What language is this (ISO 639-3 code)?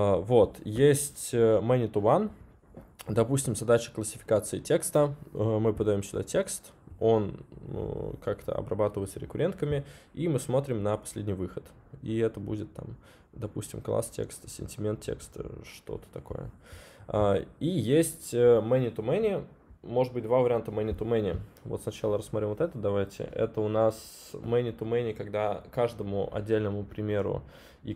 rus